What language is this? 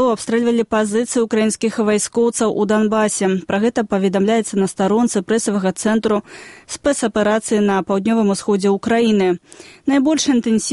Belarusian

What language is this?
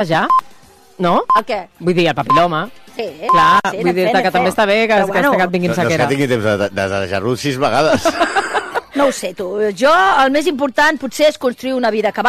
Catalan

